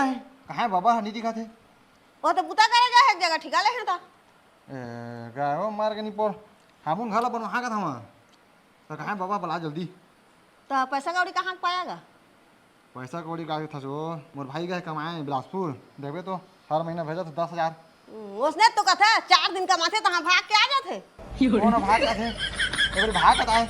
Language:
Chhattisgarhi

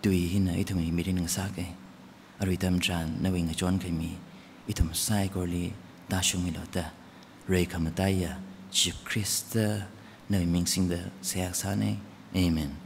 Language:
Tangkhul Naga (India)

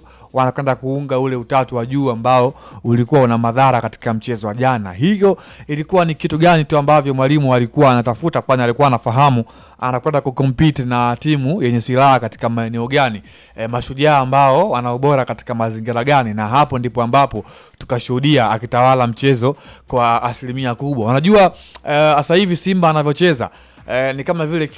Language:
Swahili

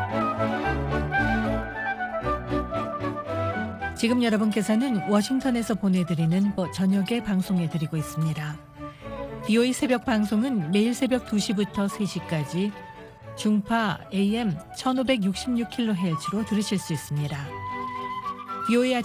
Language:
Korean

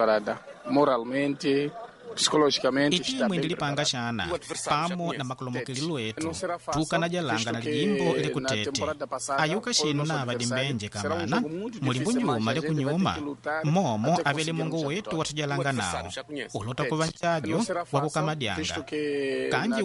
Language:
Makonde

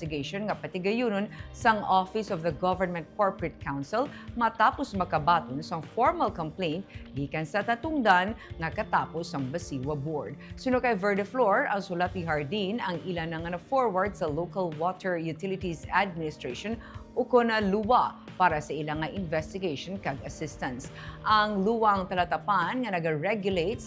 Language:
Hiligaynon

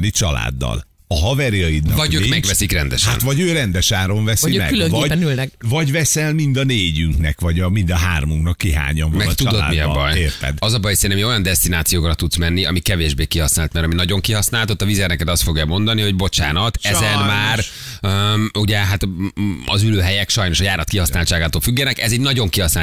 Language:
Hungarian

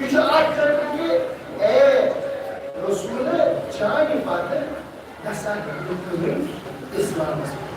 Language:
Kashmiri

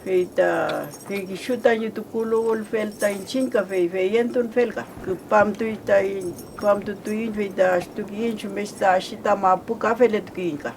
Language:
Mapuche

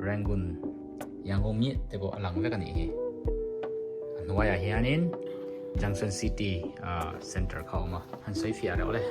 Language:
Mizo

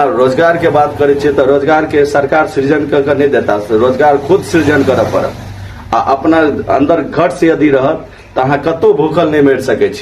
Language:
Maithili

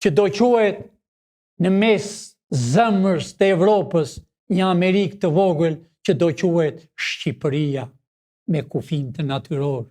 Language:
Albanian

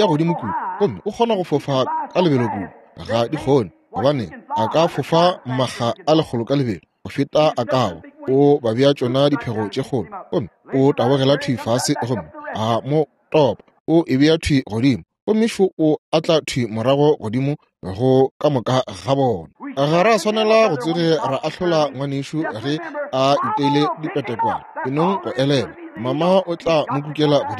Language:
Northern Sotho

